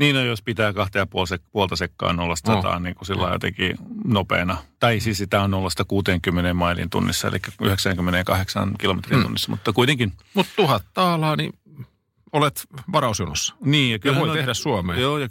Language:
Finnish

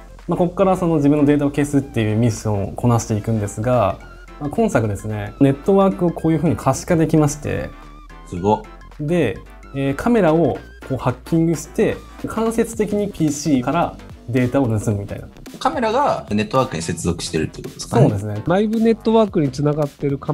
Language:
Japanese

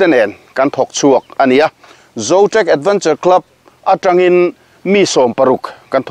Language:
Mizo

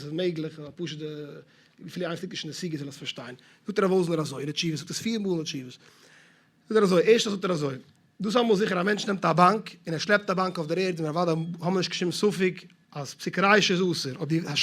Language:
Yiddish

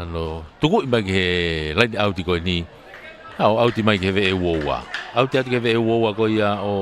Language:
Tongan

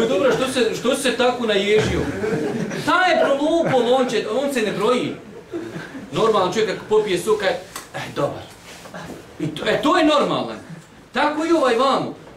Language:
Bosnian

